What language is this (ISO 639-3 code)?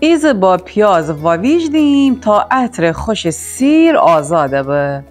glk